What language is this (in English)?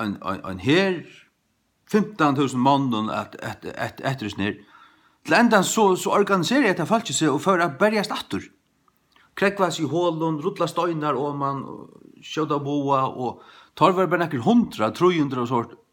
Faroese